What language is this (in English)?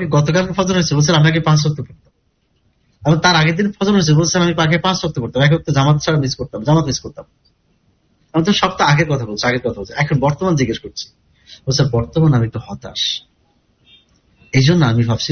Bangla